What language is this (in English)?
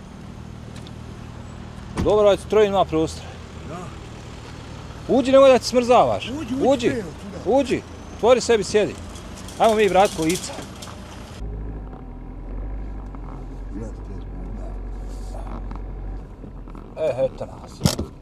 Bosnian